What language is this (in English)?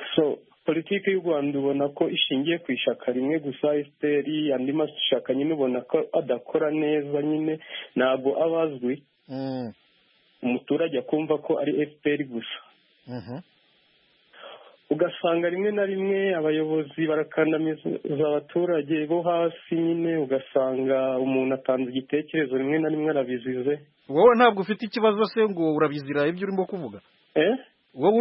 Kinyarwanda